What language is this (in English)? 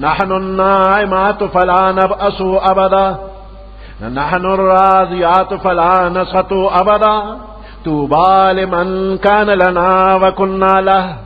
Pashto